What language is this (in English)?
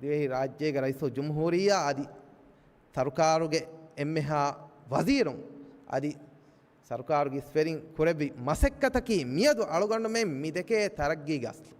Divehi